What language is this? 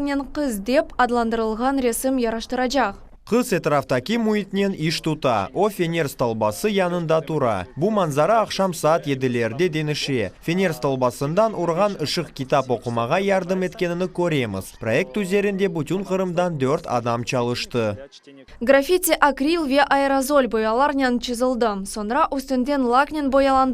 Crimean Tatar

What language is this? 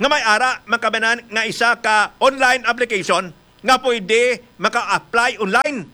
Hiligaynon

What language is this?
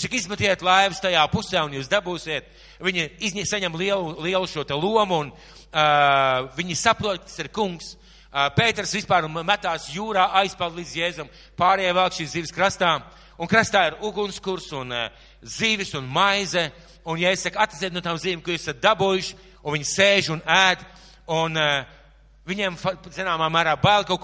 Latvian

